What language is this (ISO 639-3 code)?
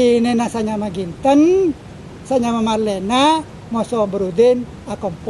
mad